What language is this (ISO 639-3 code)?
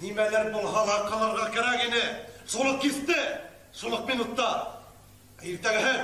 bak